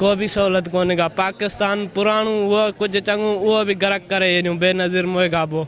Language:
Sindhi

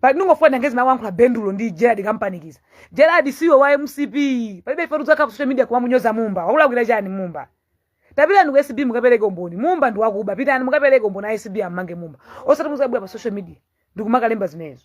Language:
Nyanja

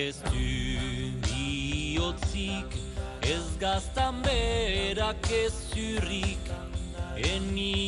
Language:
Basque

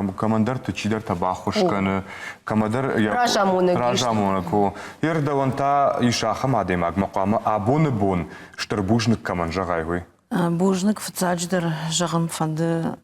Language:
Ossetic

